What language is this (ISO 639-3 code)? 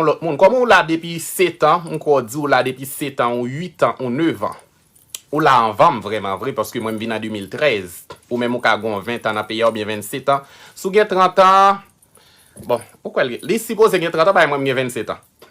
hat